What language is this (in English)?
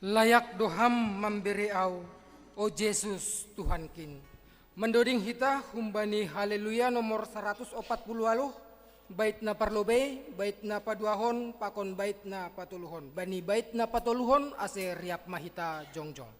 Batak Simalungun